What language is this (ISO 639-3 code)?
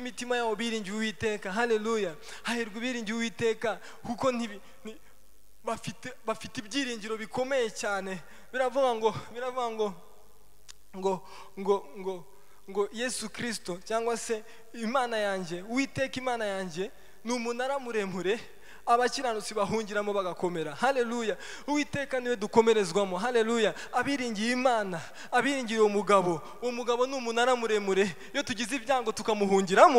kin